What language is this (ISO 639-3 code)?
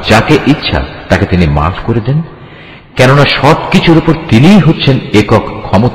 ben